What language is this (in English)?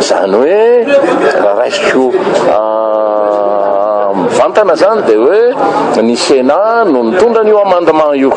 Malagasy